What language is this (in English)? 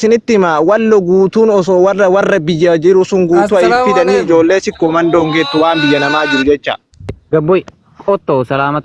Oromo